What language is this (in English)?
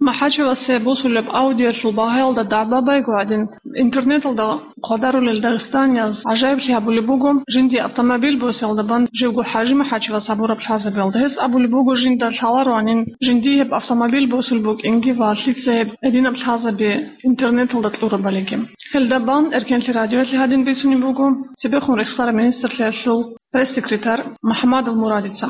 Avaric